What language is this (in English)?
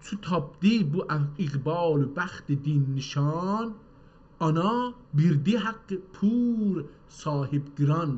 South Azerbaijani